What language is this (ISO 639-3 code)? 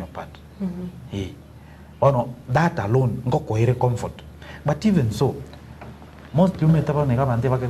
guz